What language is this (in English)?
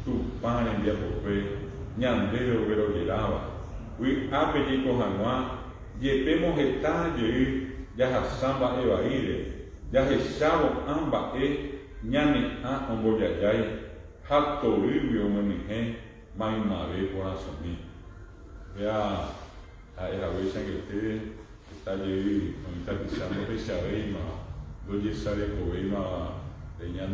Guarani